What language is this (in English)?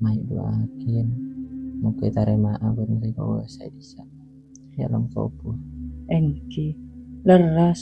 Madurese